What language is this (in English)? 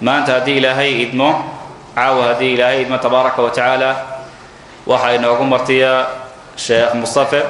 Somali